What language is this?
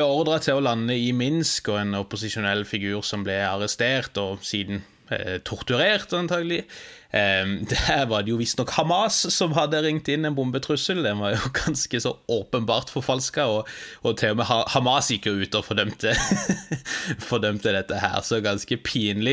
Norwegian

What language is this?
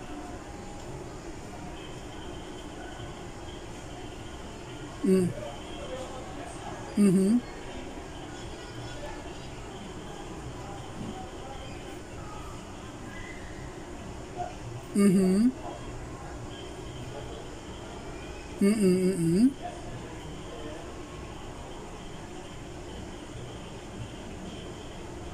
Filipino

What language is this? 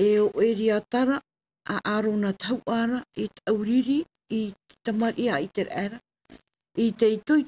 Tahitian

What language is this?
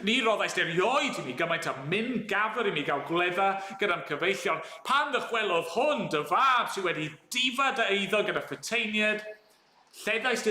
Welsh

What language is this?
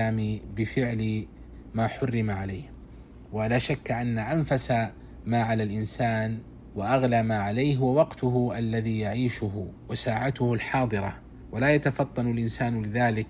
Arabic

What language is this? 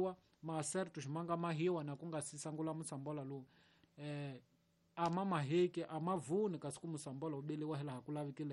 Tsonga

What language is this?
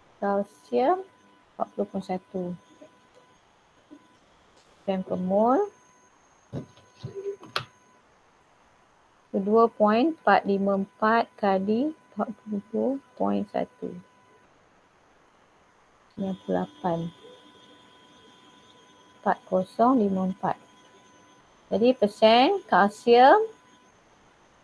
Malay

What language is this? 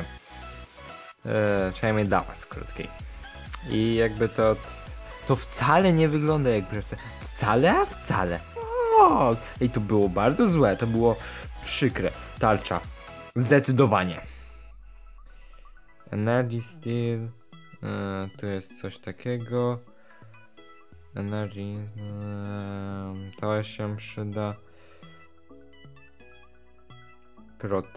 Polish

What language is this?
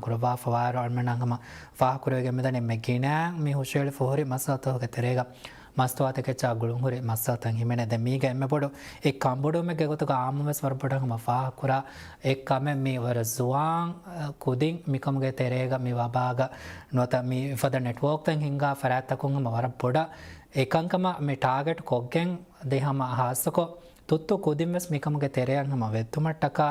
Divehi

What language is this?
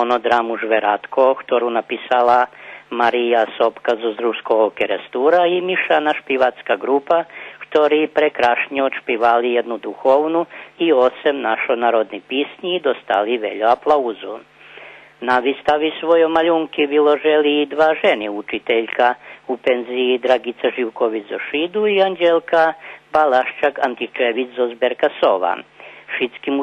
Rusyn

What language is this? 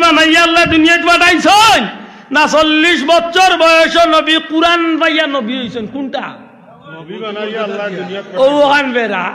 Sylheti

